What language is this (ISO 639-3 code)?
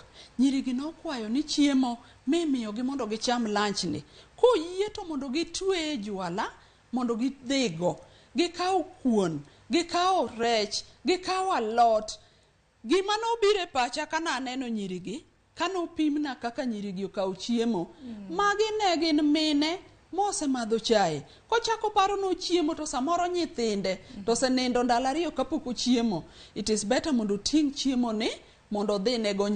luo